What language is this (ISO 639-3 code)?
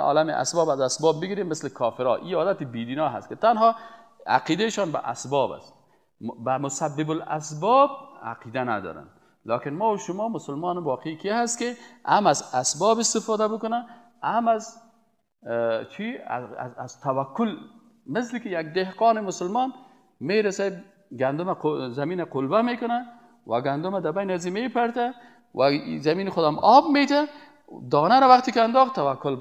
fas